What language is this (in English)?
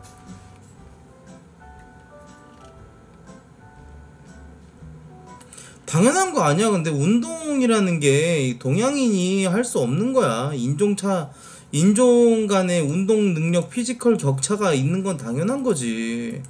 Korean